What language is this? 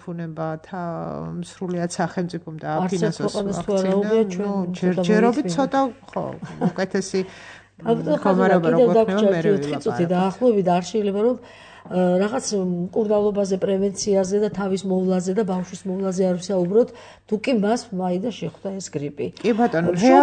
Georgian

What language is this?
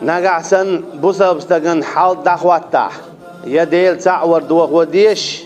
Chechen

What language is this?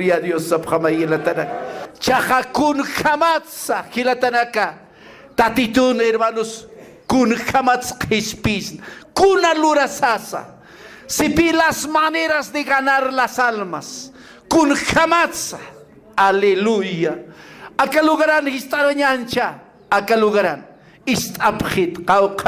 Aymara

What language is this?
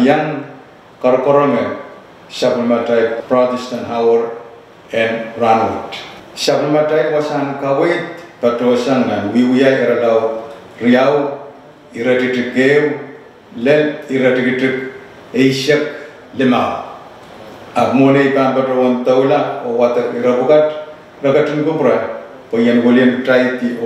Pohnpeian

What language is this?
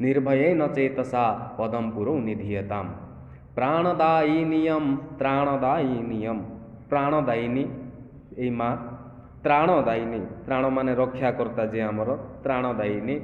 Odia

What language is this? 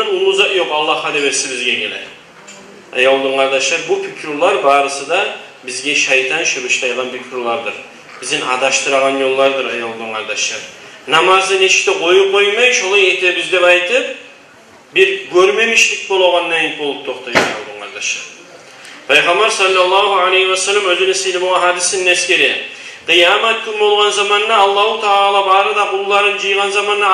Kumyk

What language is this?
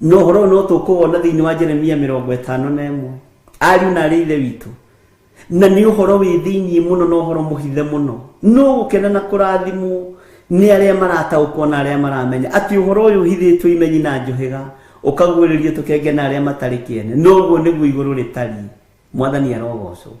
Kikuyu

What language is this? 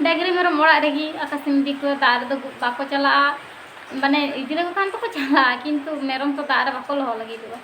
Santali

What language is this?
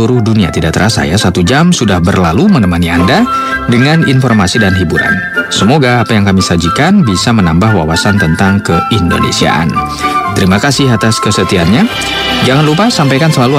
Indonesian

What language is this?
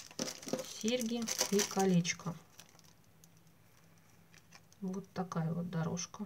Russian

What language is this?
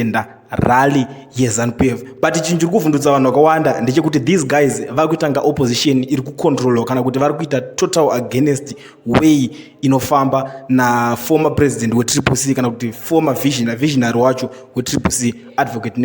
Shona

